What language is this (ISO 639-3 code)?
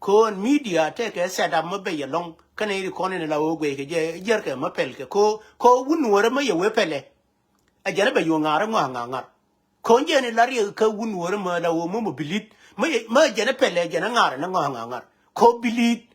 nus